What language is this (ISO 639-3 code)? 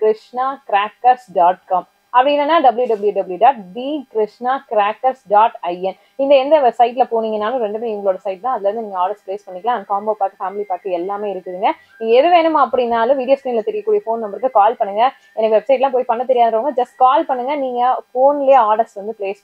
tam